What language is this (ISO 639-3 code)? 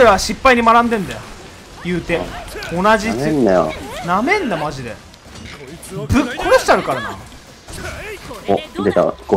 jpn